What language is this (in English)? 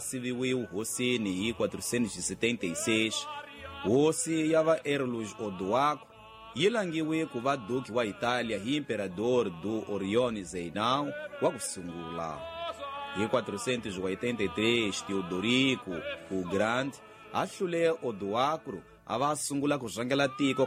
Tsonga